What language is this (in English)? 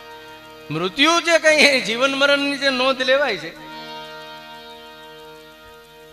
Gujarati